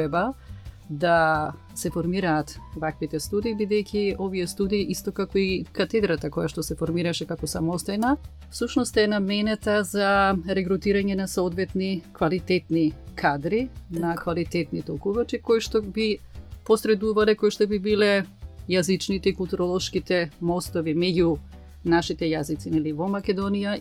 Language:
Macedonian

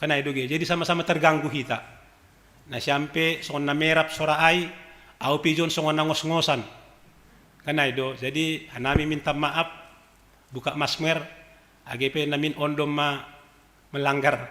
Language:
Batak Simalungun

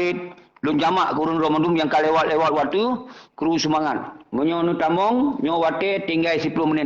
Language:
Achinese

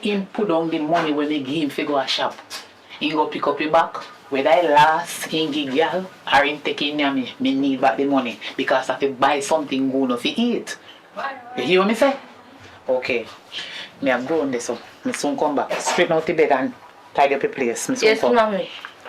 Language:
Jamaican Creole English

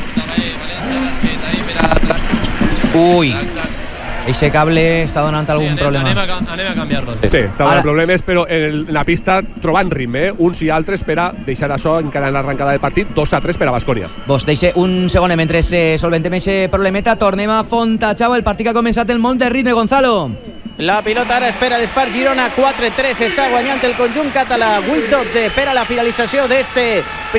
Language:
Catalan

